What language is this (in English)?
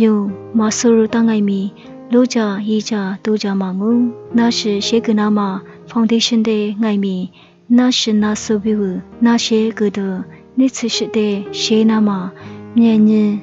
Lisu